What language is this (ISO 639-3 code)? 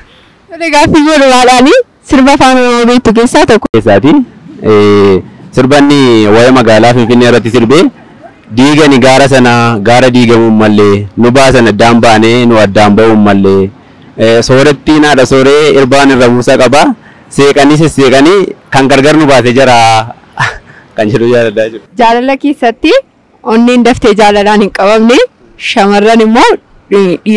orm